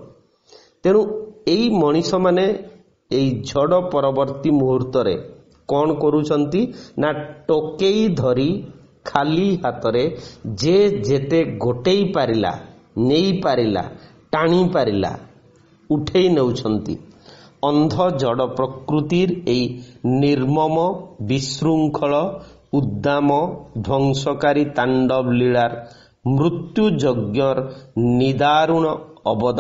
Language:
Odia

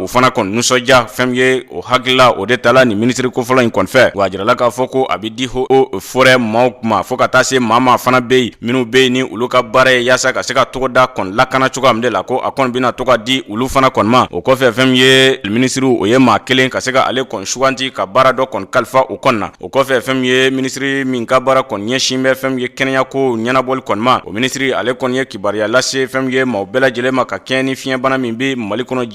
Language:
Bambara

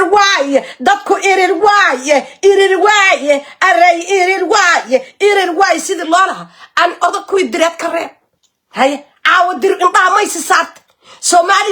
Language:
Somali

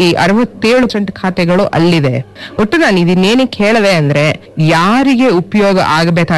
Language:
Kannada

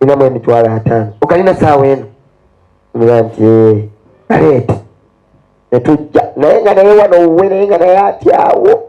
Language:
Ganda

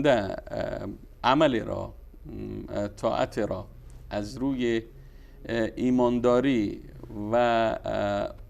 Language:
Persian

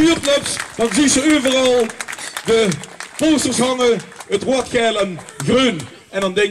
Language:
Limburgish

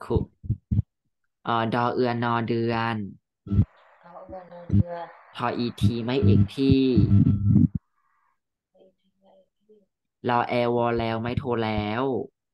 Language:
Thai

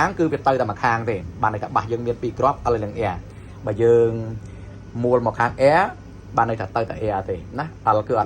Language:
Khmer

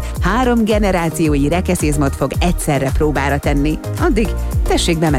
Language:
Hungarian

